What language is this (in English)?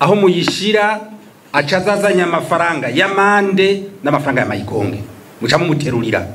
Rundi